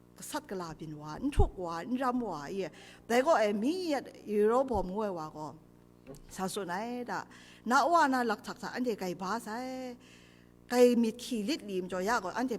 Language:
Kachin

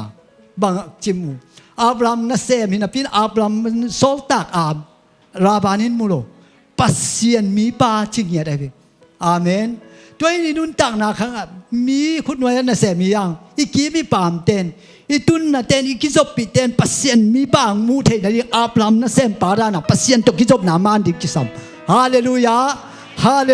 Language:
Tedim Chin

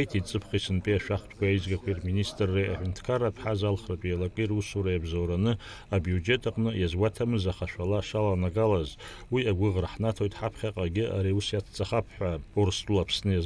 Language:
Abkhazian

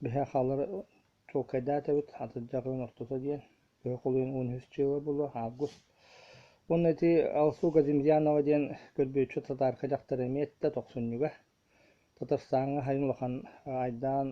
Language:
Yakut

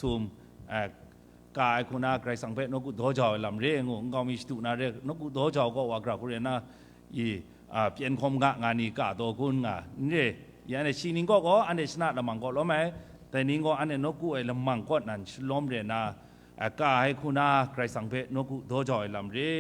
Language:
Kachin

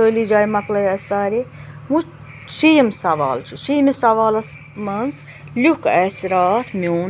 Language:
Kashmiri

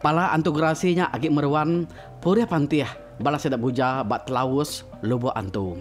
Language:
Iban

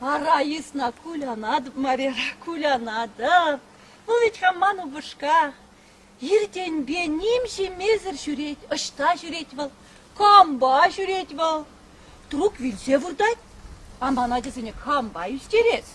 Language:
Chuvash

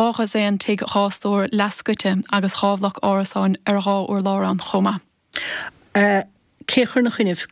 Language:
Irish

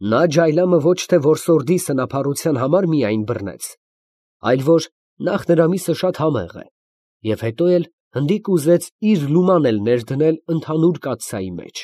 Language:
Armenian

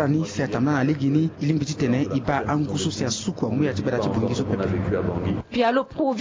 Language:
Sango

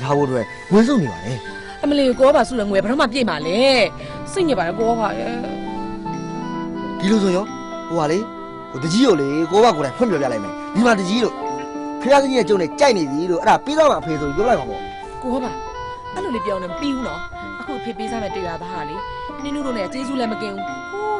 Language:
Burmese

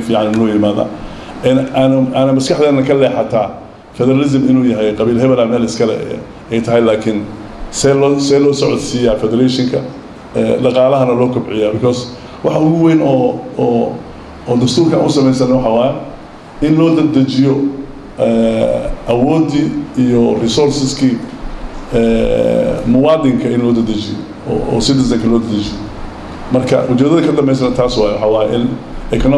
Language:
Somali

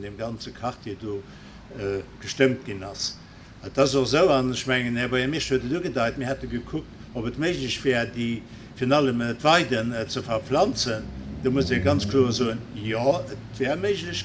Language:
Luxembourgish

